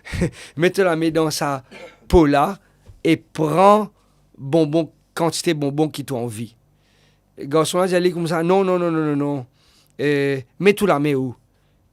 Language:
Morisyen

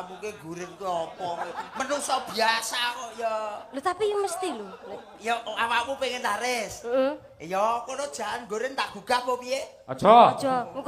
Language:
Javanese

